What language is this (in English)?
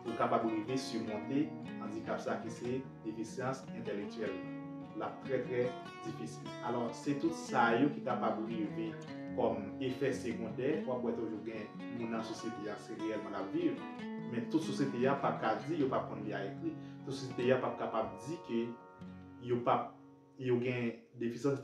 Haitian Creole